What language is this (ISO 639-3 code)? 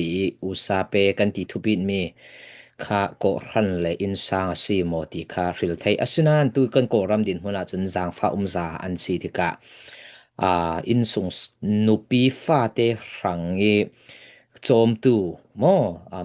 cfm